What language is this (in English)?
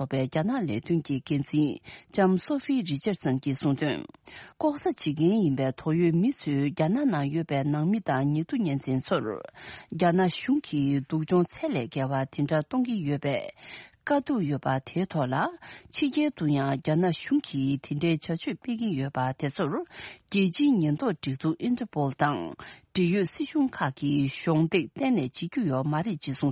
Tibetan